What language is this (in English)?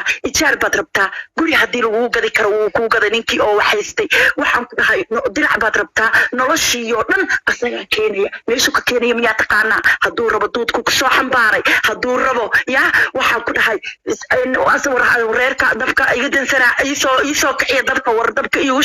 Somali